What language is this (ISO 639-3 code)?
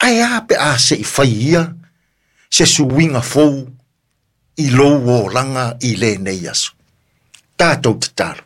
smo